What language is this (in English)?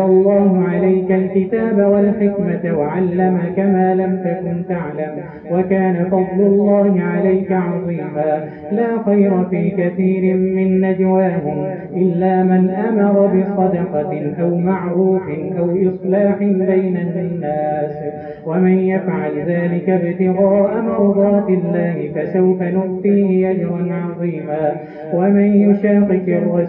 Arabic